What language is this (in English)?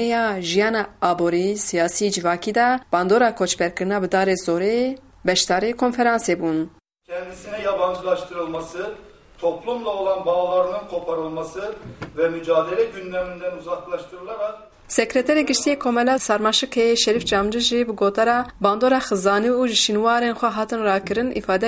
Kurdish